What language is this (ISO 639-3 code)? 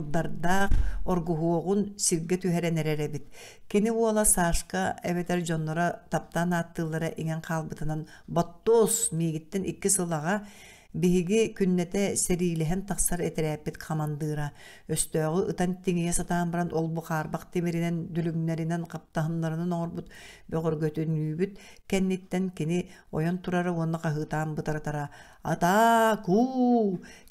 sah